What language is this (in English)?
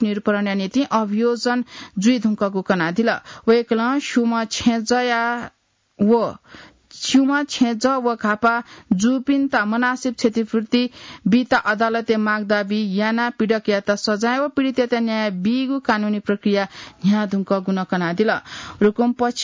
Newari